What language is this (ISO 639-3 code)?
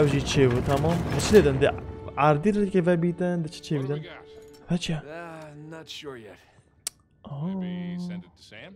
kur